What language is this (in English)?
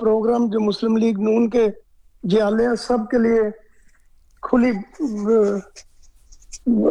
Urdu